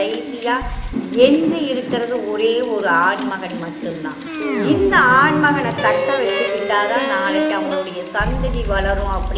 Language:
Tamil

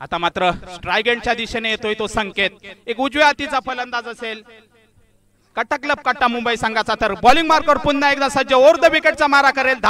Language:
Marathi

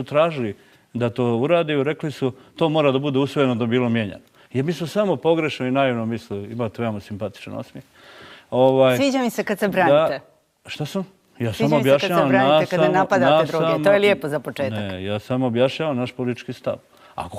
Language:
Bosnian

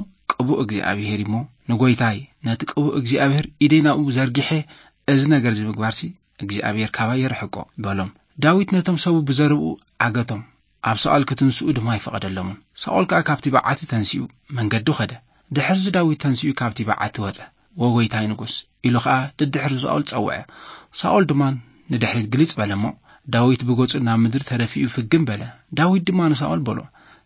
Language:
Tigrinya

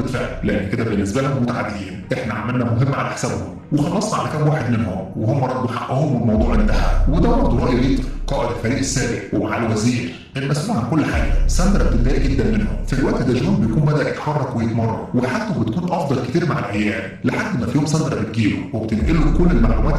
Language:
Egyptian Arabic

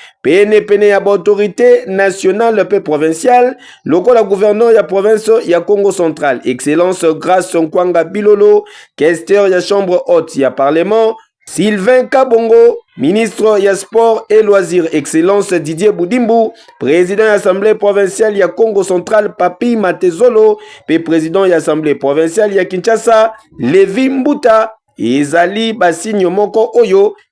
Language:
Lingala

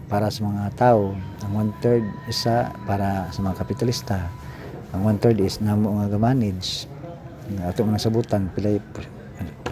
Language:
Cebuano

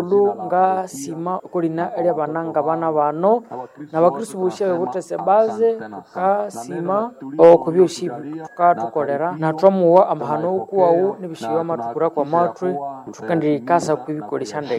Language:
Nande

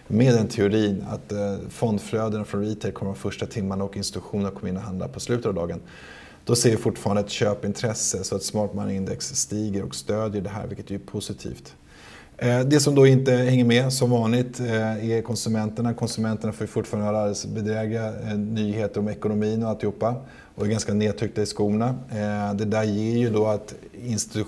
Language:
Swedish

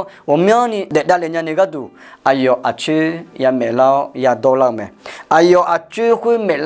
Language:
Akha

